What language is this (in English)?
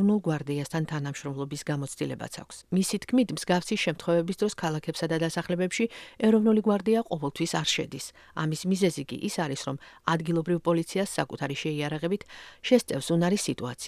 Georgian